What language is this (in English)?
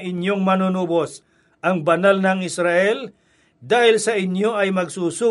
Filipino